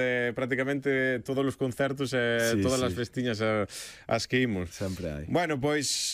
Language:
Galician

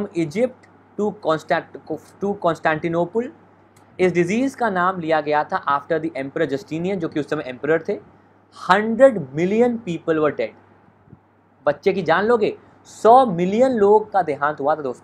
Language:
Hindi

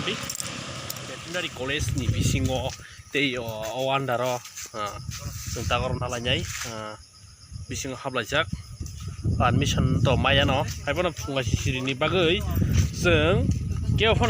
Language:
Kok Borok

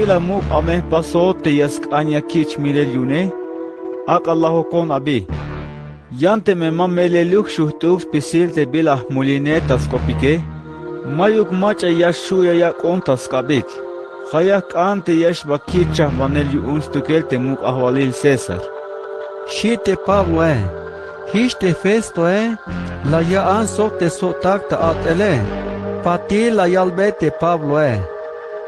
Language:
Tzeltal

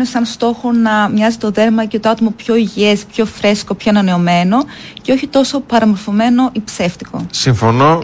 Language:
Greek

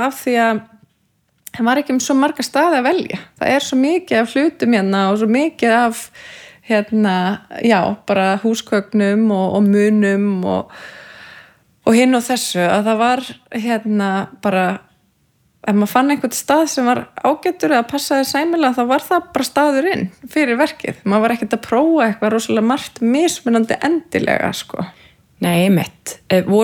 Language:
Icelandic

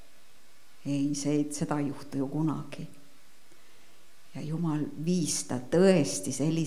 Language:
Estonian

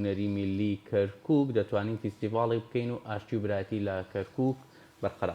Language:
Central Kurdish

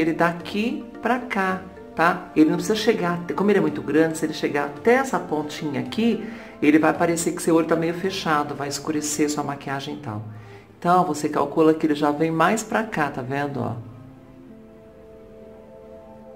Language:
Portuguese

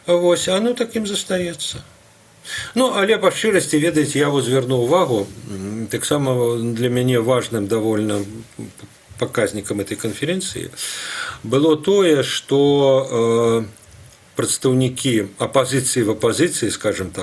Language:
Belarusian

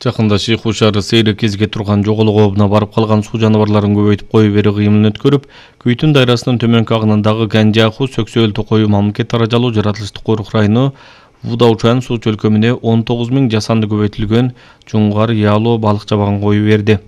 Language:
Kyrgyz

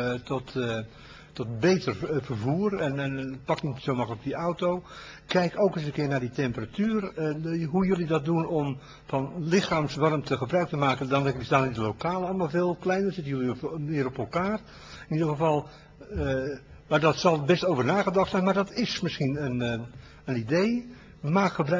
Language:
Dutch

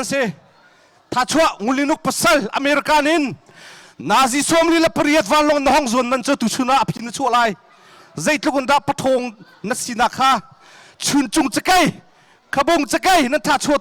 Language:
Hakha Chin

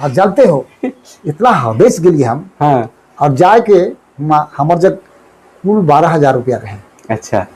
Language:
Sadri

